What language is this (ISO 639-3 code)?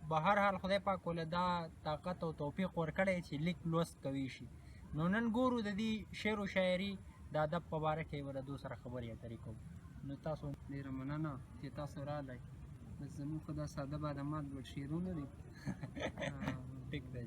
pus